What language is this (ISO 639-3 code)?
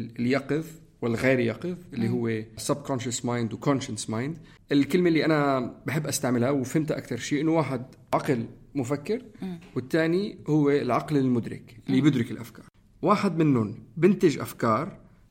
apc